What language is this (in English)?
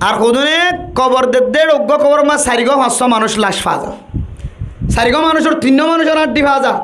Rohingya